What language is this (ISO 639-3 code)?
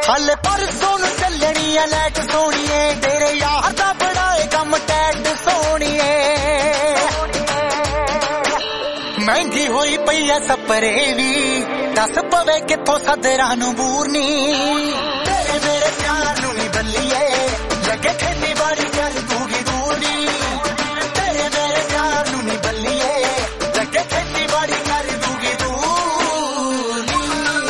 pan